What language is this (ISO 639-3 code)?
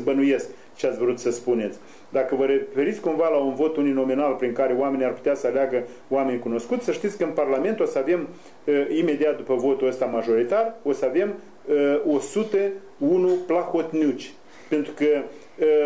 ron